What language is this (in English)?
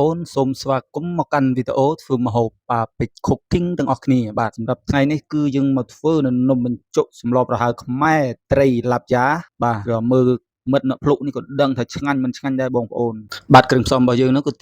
Khmer